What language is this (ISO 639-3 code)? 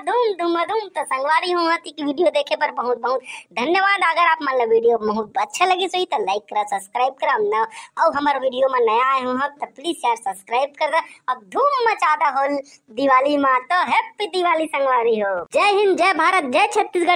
hne